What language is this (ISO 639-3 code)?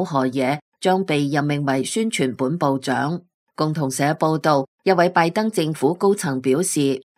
yue